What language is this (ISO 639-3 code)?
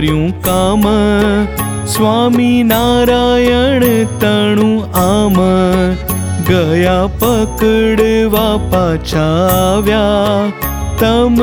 guj